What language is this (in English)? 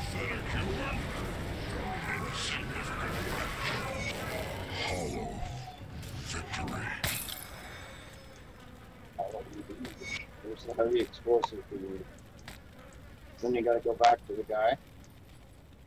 English